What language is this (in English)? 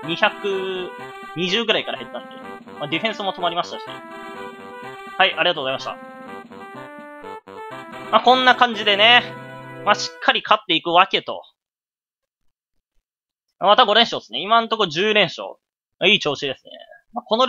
Japanese